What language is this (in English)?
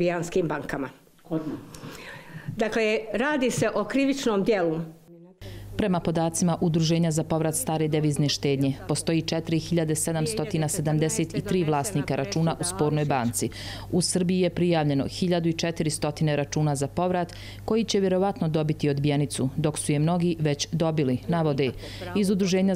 Bosnian